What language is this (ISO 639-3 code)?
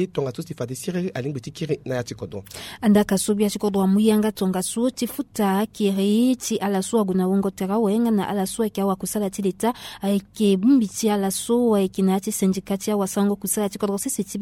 sag